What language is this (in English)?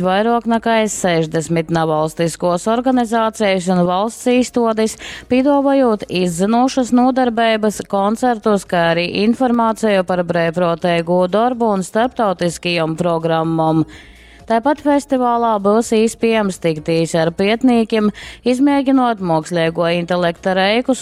Latgalian